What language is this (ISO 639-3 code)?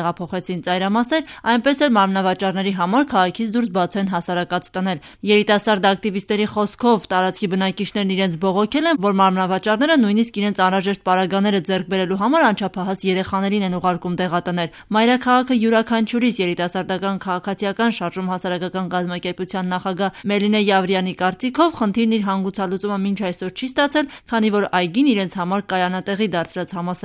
hye